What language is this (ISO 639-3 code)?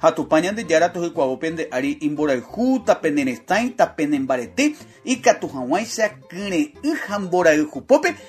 grn